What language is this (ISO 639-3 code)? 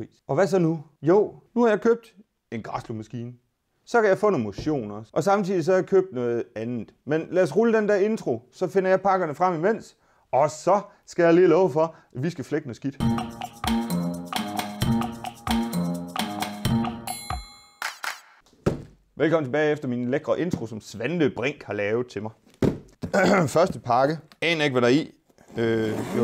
dan